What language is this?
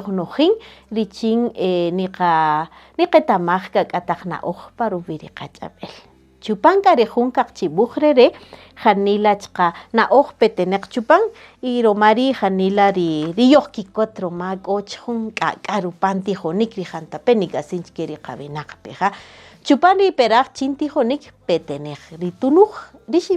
Kaqchikel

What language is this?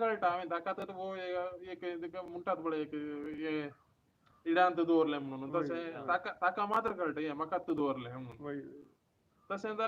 Konkani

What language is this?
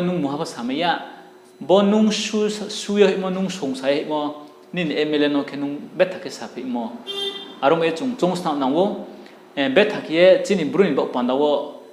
Riang (India)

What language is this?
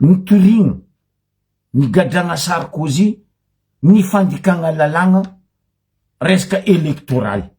Malagasy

